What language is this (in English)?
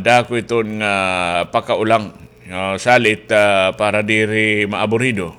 Waray